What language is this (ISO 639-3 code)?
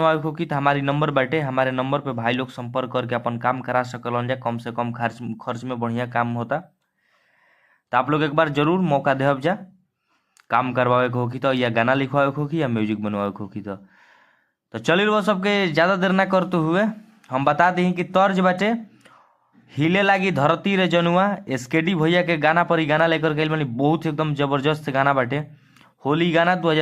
bho